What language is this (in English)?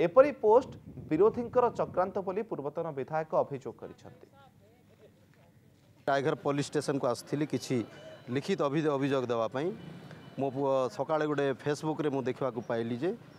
Odia